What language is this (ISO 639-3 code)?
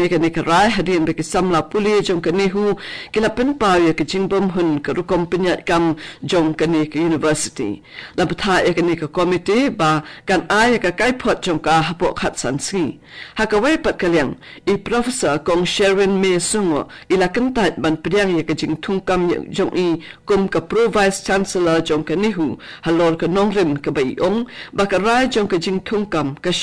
kha